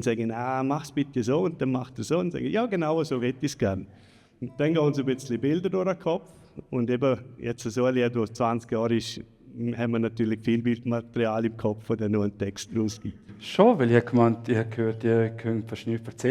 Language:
Swiss German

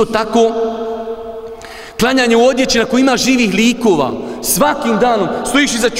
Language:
Bosnian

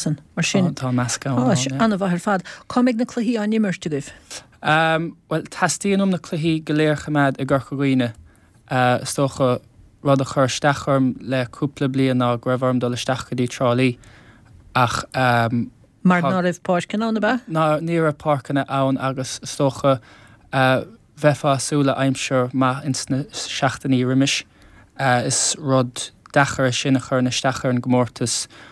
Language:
Irish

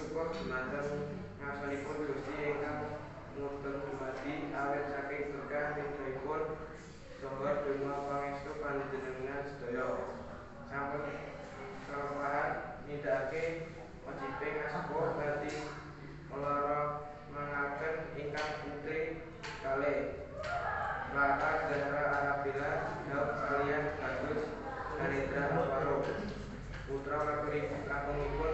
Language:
Javanese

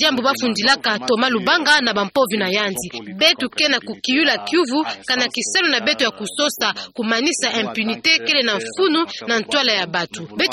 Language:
Kituba (Democratic Republic of Congo)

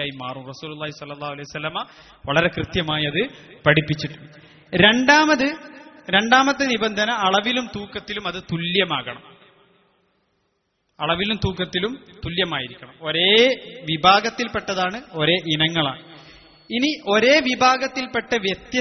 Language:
Malayalam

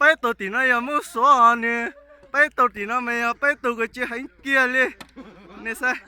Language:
Hmong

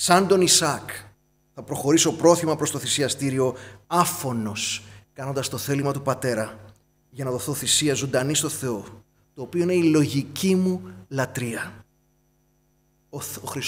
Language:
Greek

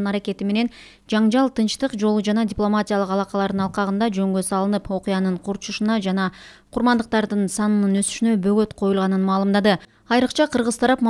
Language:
Kyrgyz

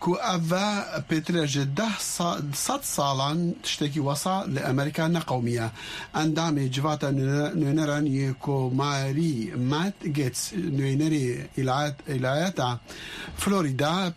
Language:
Kurdish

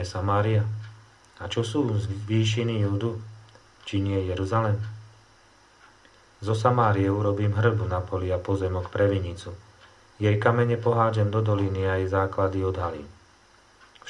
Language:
Slovak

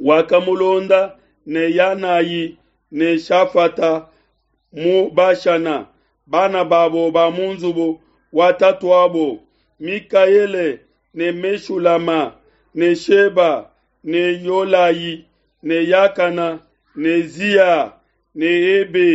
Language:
Luba-Lulua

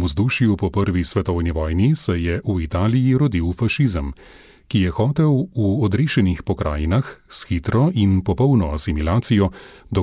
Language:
Slovenian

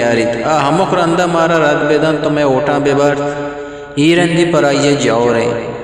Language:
Eastern Balochi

